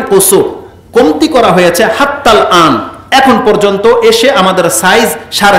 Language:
Bangla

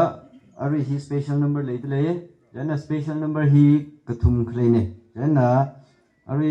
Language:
Tangkhul Naga (India)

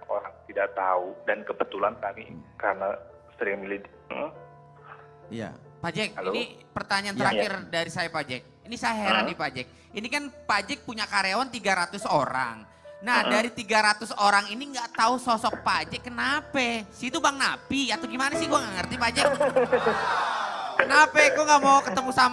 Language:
Indonesian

